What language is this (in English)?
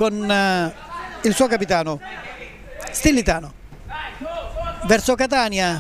Italian